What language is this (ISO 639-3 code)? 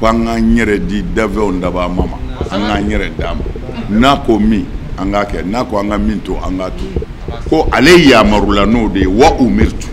bam